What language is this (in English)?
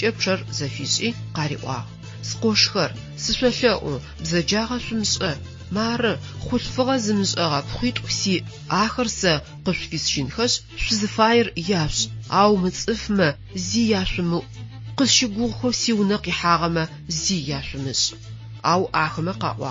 Adyghe